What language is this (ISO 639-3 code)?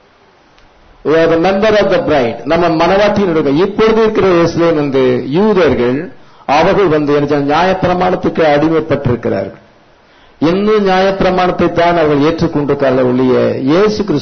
tam